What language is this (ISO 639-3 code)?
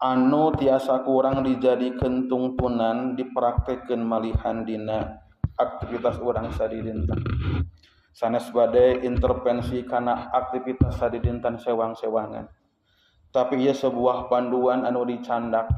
sun